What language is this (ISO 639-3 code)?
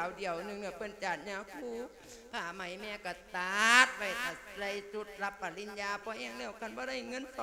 lao